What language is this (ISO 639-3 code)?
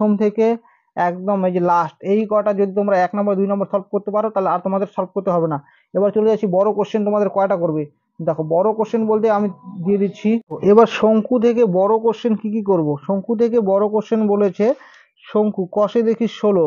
ben